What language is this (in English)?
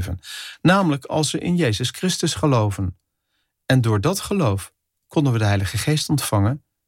Dutch